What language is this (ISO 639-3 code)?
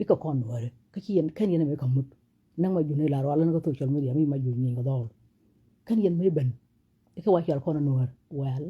nus